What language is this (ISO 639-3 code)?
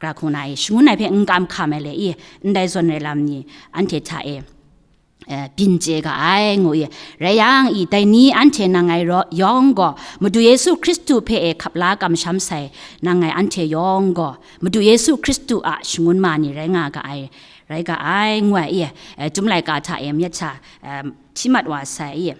kac